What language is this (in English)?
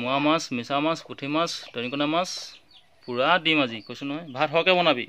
Assamese